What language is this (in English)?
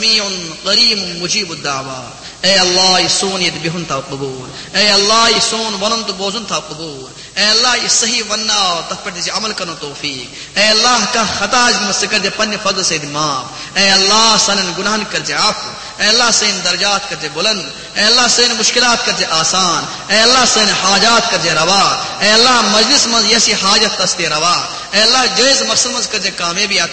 Kashmiri